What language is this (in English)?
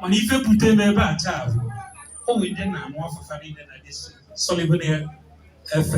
Igbo